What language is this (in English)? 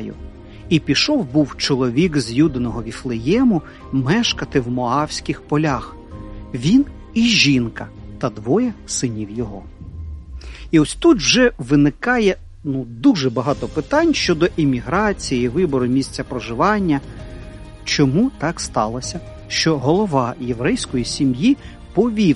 Ukrainian